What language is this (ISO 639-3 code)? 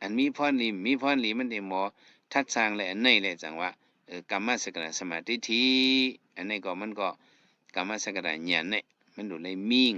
shn